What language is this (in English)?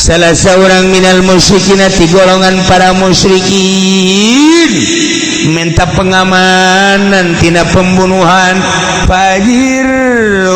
Sundanese